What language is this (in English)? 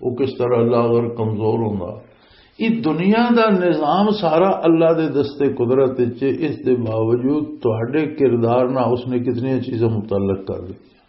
Western Panjabi